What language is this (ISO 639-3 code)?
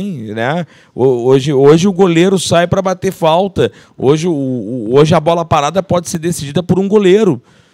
por